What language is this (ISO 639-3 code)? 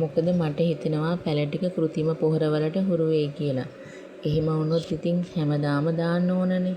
sin